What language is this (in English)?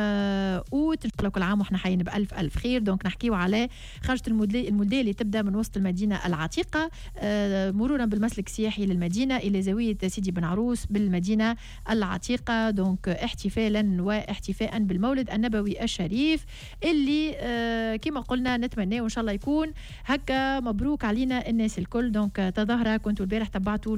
Tunisian Arabic